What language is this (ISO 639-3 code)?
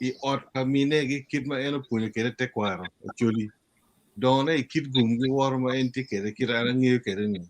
ach